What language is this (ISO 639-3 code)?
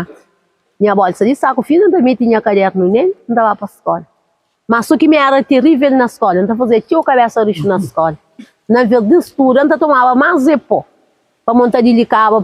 kea